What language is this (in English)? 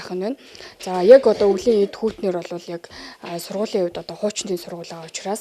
Mongolian